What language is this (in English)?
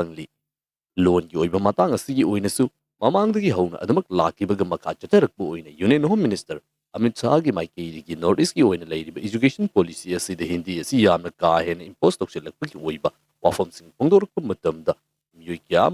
Manipuri